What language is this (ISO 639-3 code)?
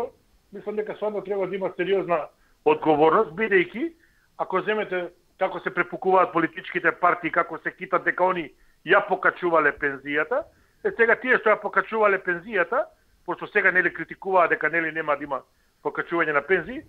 mkd